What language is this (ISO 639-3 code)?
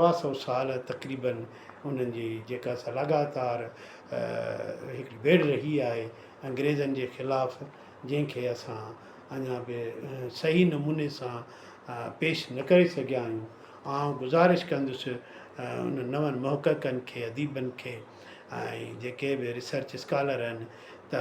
snd